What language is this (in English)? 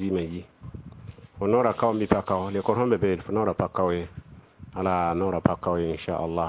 Mossi